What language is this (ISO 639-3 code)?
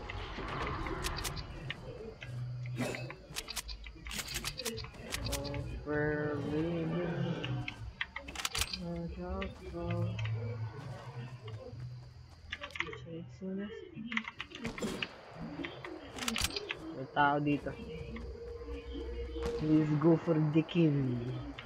fil